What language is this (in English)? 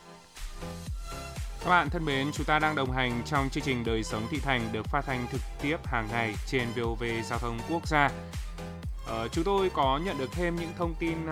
Vietnamese